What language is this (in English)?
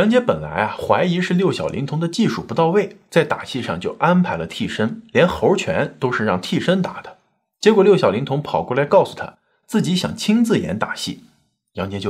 Chinese